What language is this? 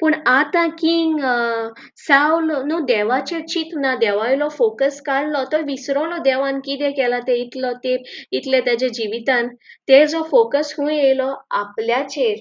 Konkani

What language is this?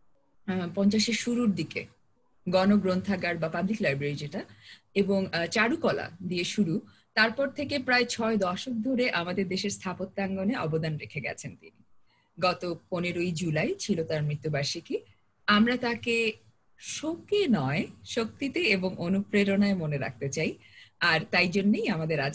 Bangla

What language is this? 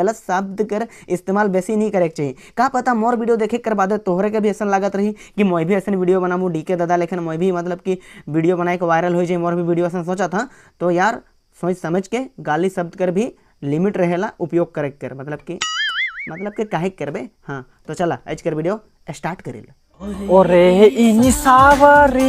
Sadri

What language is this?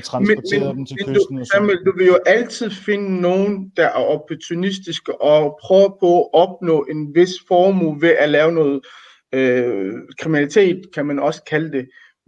Danish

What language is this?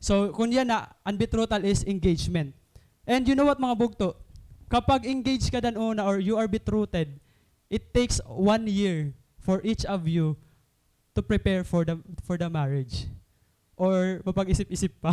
Waray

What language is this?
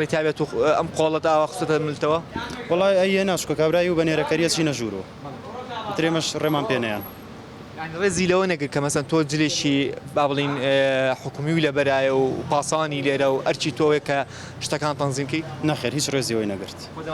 Central Kurdish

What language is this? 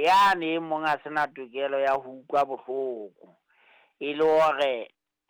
Southern Sotho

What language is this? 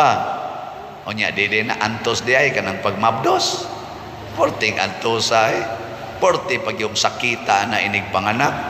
Cebuano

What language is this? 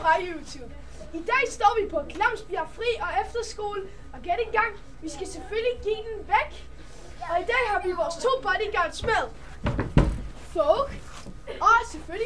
Danish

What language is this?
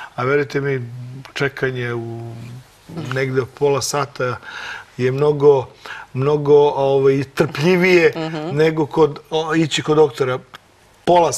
Serbian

